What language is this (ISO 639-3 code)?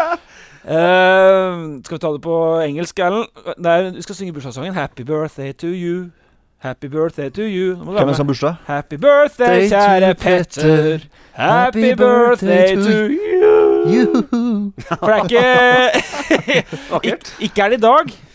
nor